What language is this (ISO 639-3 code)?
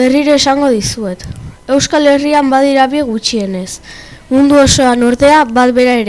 eus